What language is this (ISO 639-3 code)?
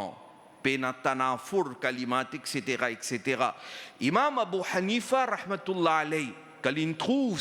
mfe